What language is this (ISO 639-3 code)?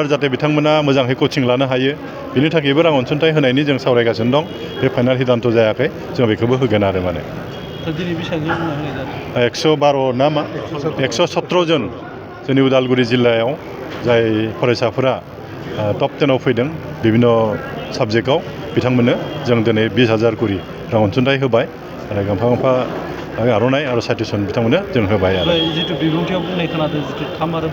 brx